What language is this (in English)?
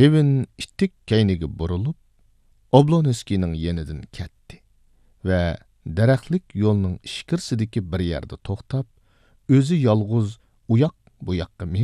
Uyghur